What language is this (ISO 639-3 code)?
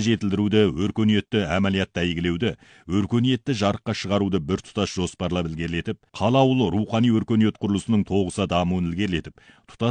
kaz